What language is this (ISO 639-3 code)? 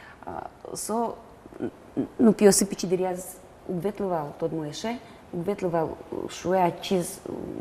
udm